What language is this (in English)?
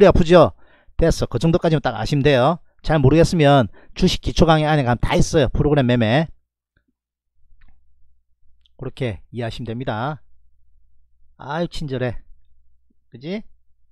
Korean